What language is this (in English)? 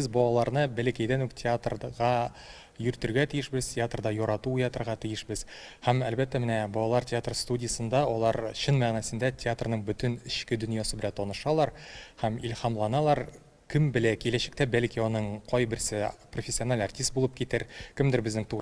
Tatar